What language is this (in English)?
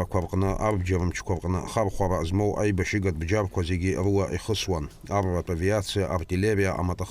Abkhazian